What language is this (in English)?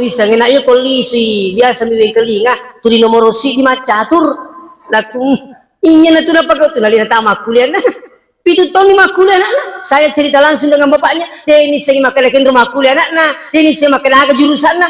Buginese